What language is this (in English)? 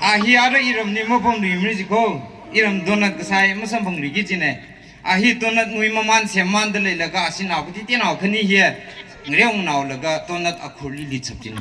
Tangkhul Naga (India)